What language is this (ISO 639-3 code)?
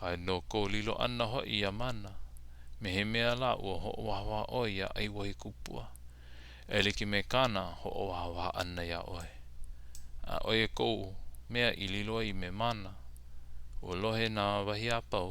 haw